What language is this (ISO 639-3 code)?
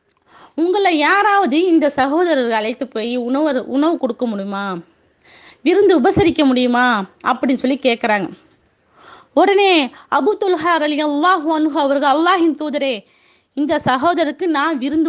tam